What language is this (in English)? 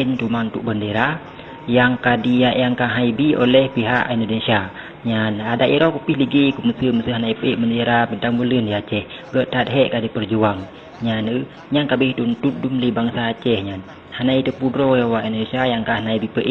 Achinese